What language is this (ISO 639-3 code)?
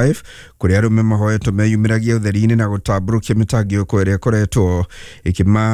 kik